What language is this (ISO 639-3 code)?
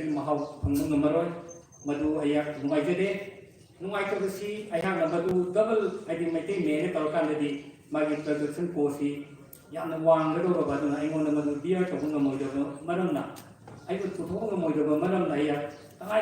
mni